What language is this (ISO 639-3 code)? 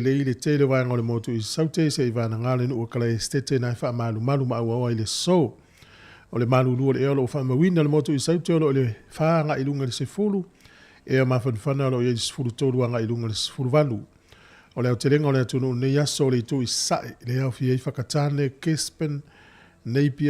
smo